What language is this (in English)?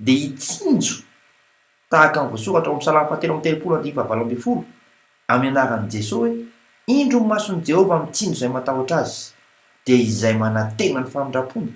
Malagasy